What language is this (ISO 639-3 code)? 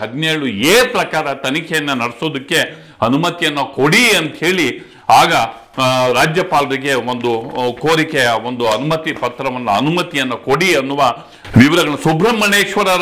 kan